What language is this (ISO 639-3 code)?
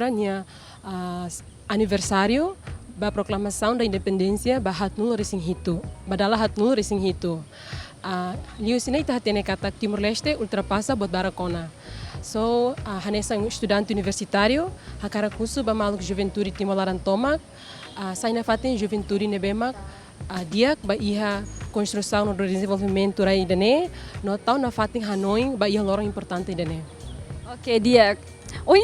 tet